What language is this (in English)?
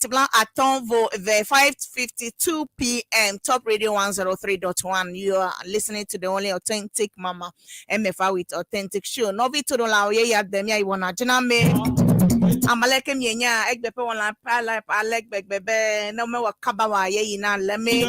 Ewe